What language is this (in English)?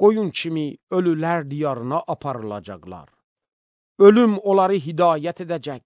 Azerbaijani